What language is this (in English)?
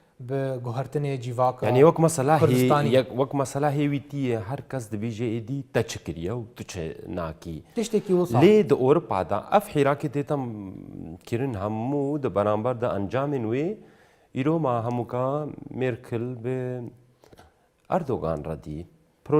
Kurdish